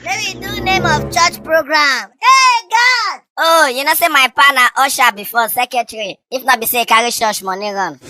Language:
Nigerian Pidgin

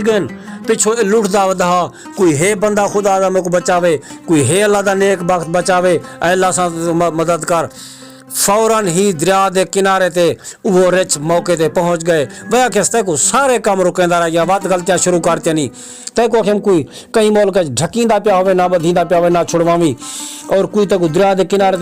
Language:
Saraiki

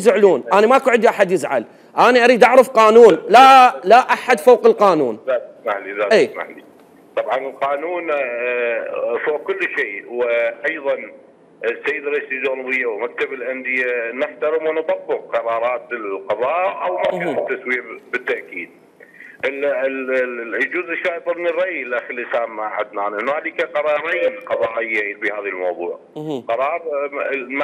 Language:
Mesopotamian Arabic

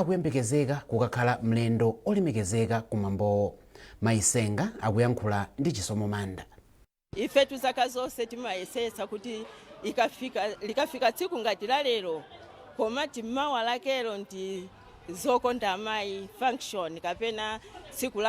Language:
Nyanja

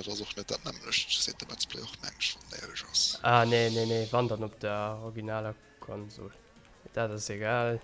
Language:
Luxembourgish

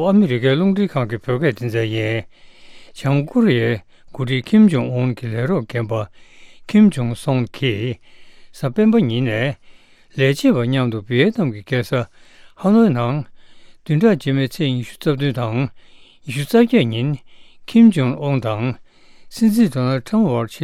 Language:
Tibetan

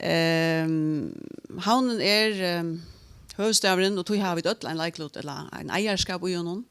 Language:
Faroese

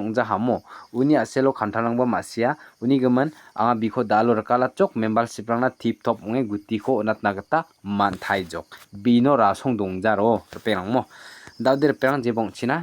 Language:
Garo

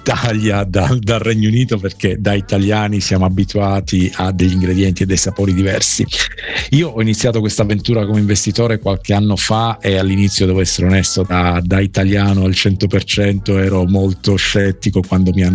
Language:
Italian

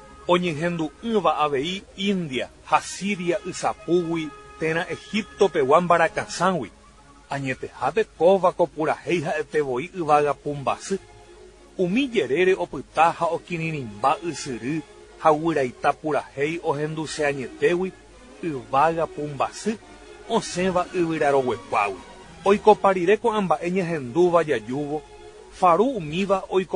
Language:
Guarani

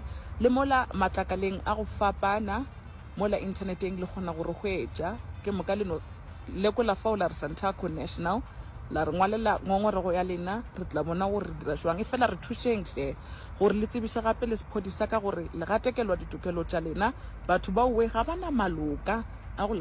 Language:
Northern Sotho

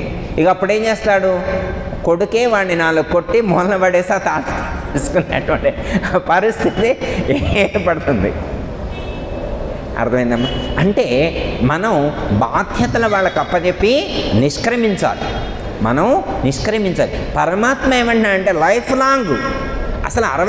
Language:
Telugu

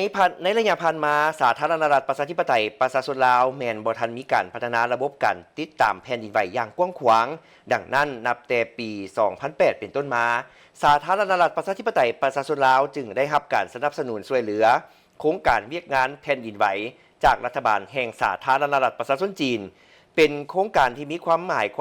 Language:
Lao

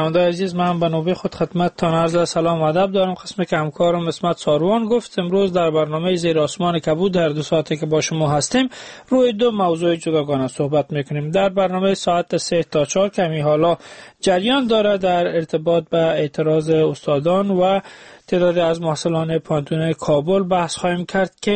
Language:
Persian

